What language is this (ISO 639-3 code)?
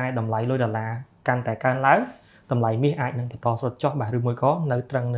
khm